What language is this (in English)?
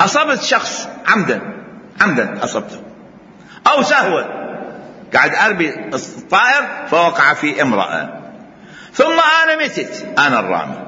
Mesopotamian Arabic